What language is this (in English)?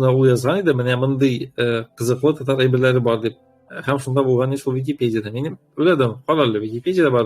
Tatar